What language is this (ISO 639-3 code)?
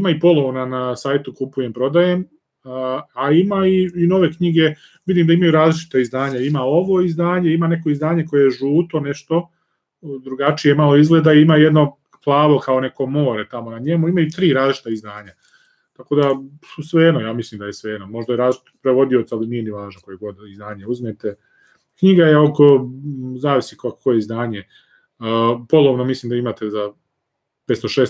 srp